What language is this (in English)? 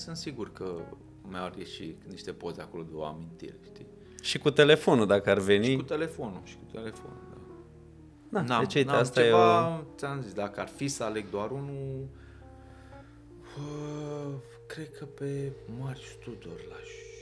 Romanian